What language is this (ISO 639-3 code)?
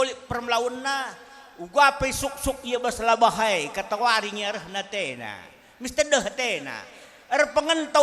btx